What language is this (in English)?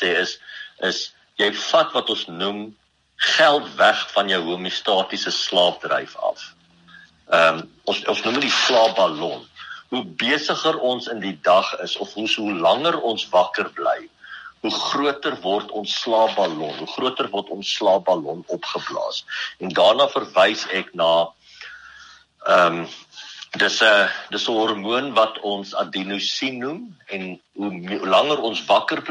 Afrikaans